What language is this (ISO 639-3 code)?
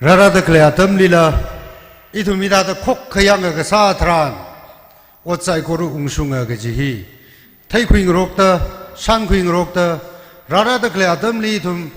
nmf